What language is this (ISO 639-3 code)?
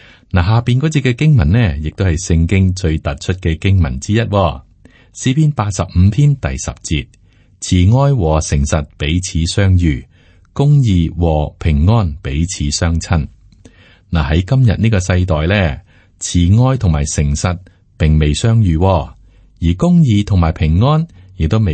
yue